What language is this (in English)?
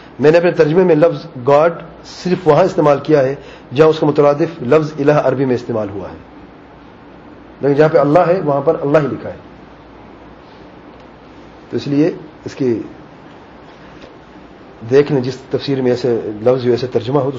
Urdu